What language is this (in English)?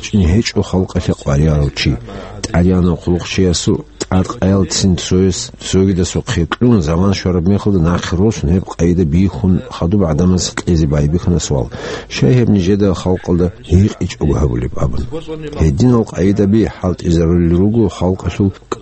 Avaric